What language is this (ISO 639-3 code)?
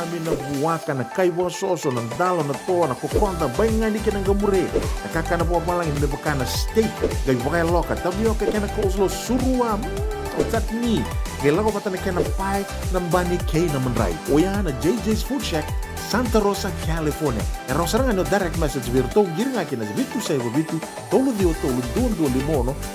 fij